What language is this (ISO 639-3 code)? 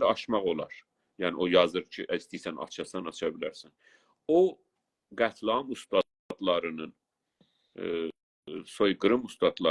azb